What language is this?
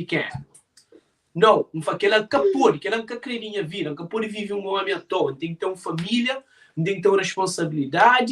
Kabuverdianu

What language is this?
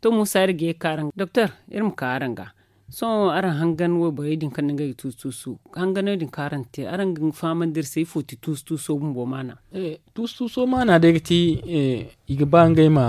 Zarma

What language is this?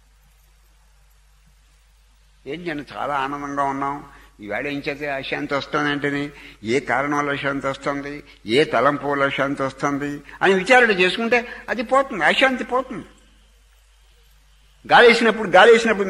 Telugu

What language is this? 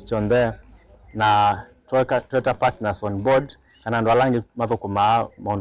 Kamba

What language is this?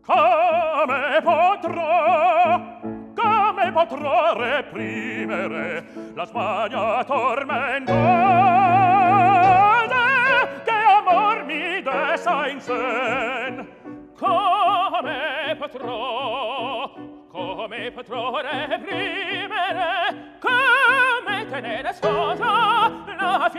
Italian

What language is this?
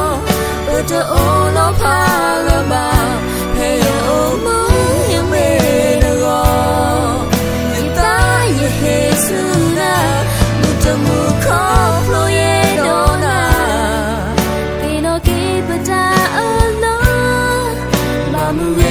S'gaw Karen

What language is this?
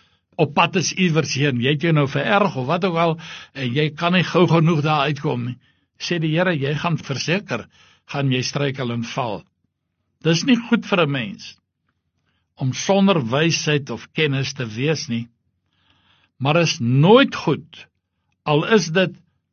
Afrikaans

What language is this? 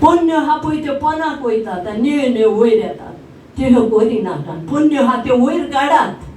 Konkani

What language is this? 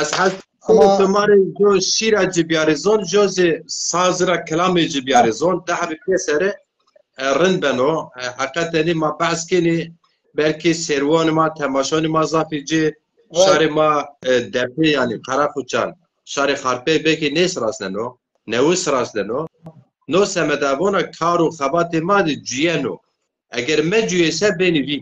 Zaza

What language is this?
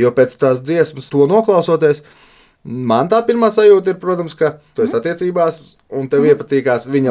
Latvian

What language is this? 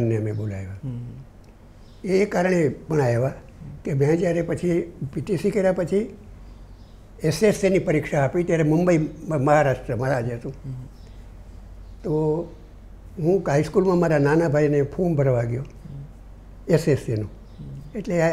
Gujarati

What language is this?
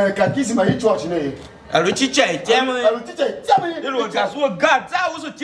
Tiv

